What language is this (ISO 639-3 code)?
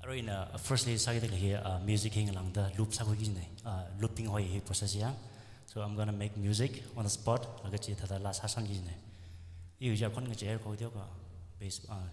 nmf